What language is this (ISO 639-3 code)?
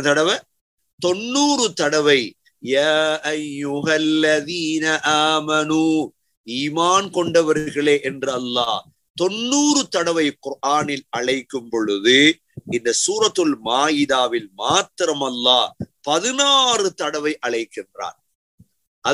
tam